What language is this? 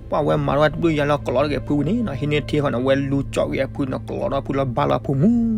S'gaw Karen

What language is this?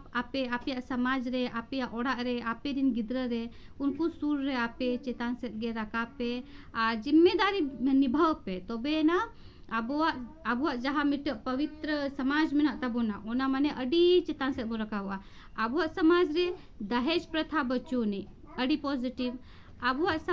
Santali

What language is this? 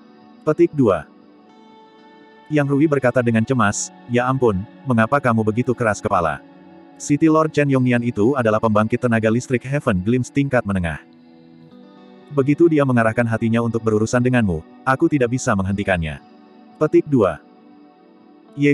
Indonesian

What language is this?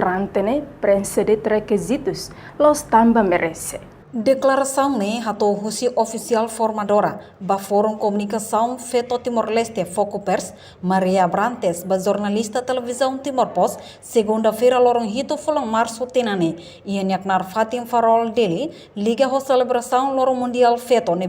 Tetum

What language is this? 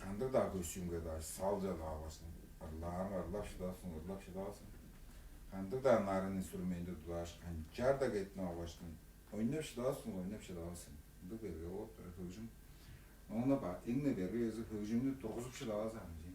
Tuvinian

